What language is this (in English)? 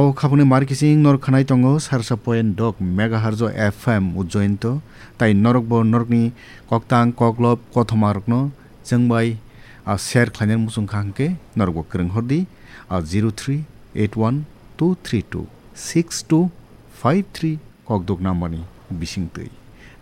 Kok Borok